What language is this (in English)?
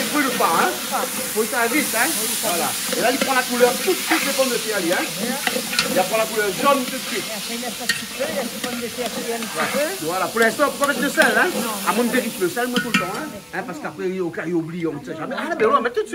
Réunion Creole French